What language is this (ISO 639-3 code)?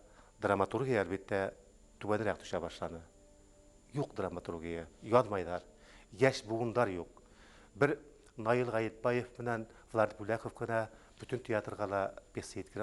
bak